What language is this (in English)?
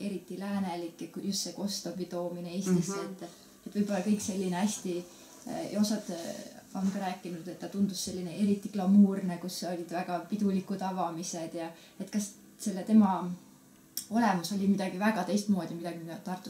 Estonian